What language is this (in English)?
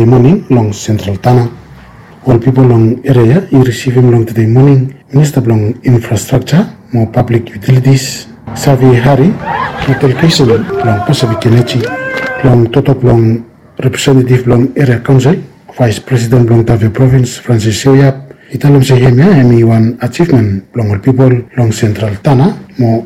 Bislama